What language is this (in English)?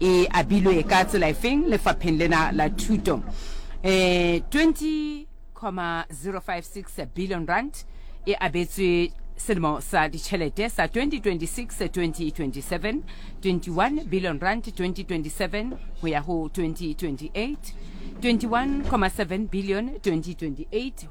Southern Sotho